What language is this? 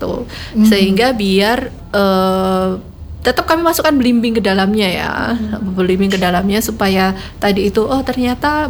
Indonesian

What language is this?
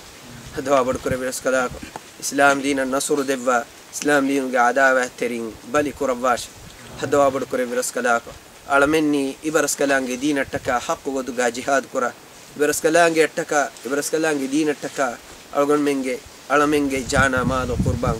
Divehi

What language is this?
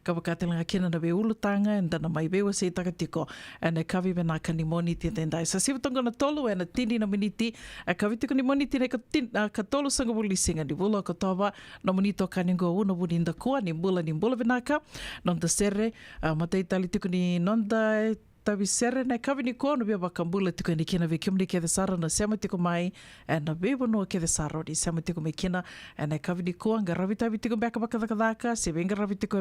Fijian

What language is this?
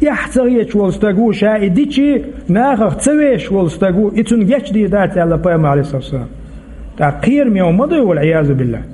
Chechen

